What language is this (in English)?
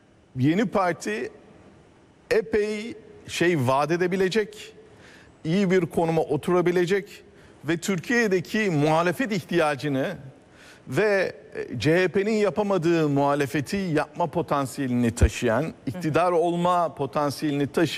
Turkish